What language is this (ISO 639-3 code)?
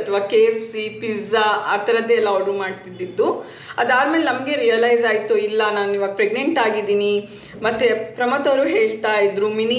kan